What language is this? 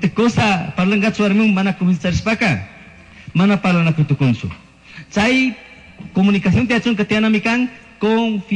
Chimborazo Highland Quichua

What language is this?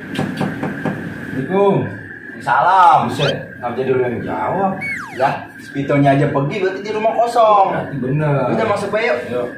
Betawi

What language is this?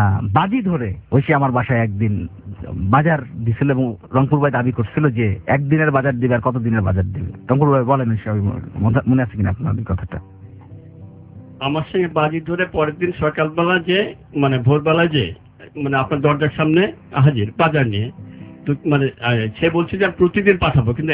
Bangla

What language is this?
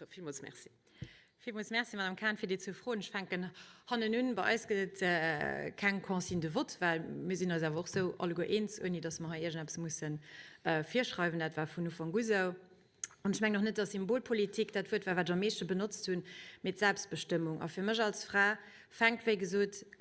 Luxembourgish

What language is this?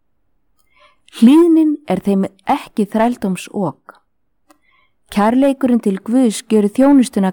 Icelandic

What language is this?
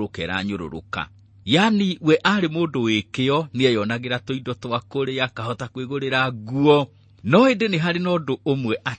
Kikuyu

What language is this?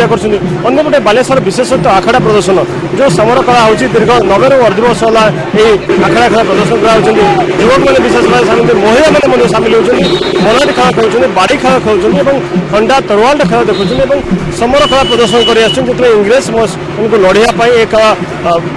Odia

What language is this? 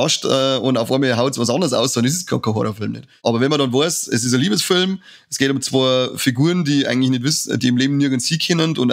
Bavarian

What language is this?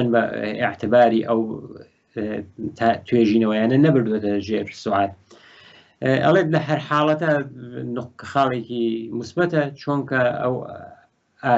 Central Kurdish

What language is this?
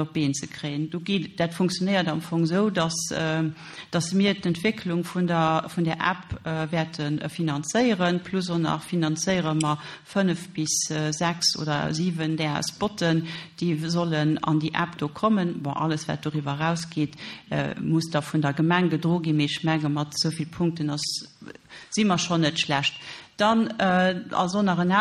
Luxembourgish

